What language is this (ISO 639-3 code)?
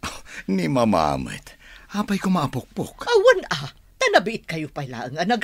ilo